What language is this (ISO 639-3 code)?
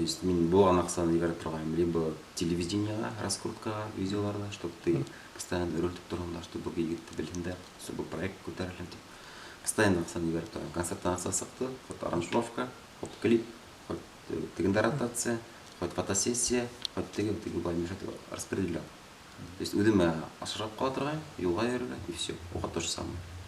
bak